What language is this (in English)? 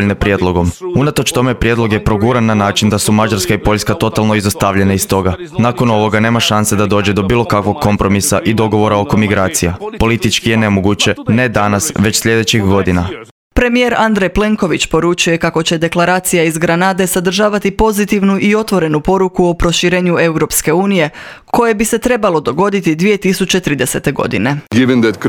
Croatian